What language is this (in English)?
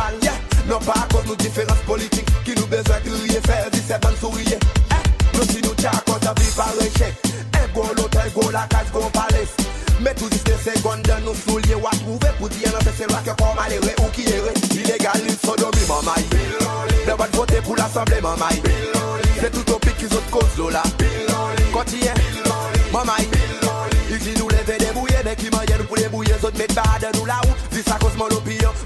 Seselwa Creole French